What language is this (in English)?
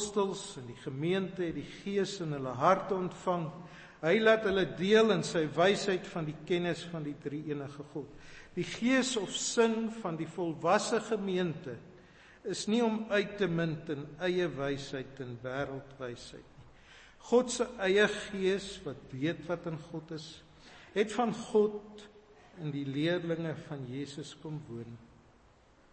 Afrikaans